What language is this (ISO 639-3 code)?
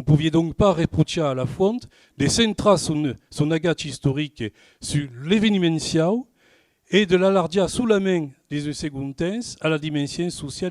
oci